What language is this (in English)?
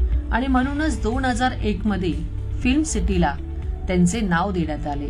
Marathi